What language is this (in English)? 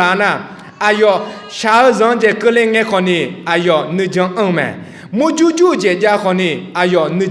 Akha